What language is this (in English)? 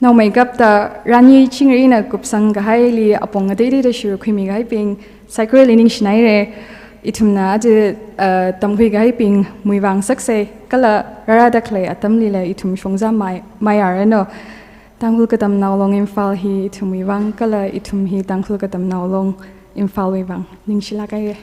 Tangkhul Naga (India)